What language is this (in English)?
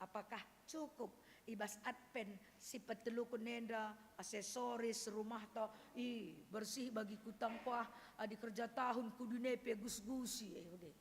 Batak Karo